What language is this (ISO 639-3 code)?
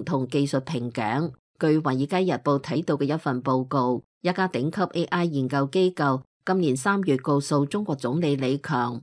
yue